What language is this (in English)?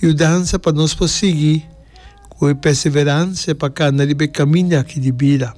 Papiamento